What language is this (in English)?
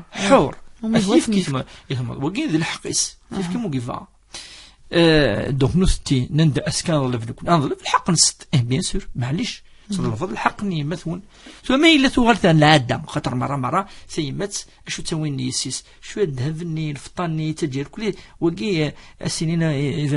Kabyle